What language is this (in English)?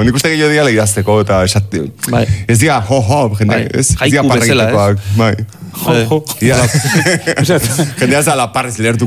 Basque